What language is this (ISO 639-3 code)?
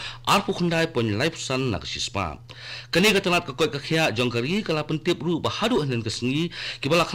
kha